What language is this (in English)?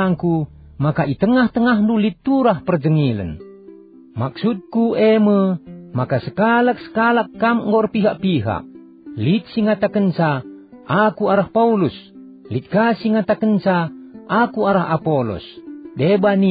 Batak Karo